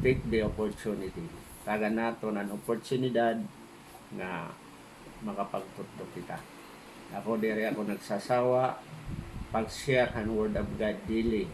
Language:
Waray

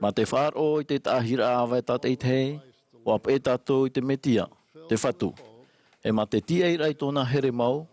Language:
Tahitian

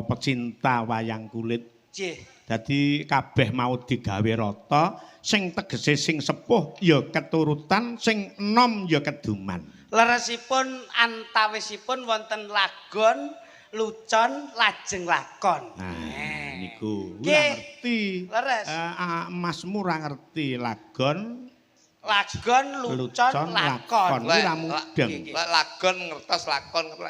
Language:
Javanese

